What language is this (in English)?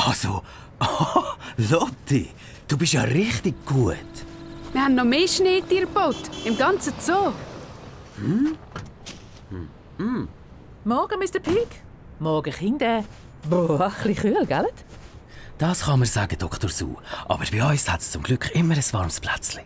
Swiss German